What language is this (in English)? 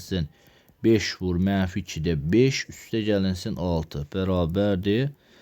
Azerbaijani